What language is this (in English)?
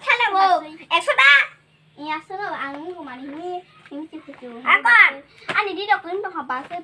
Kok Borok